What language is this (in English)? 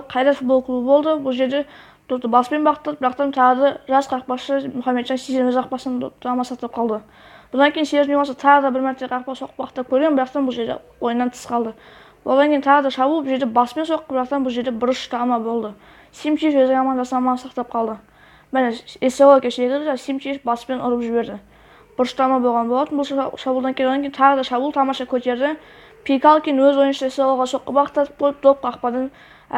Kazakh